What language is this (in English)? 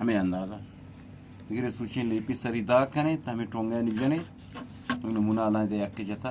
Eastern Balochi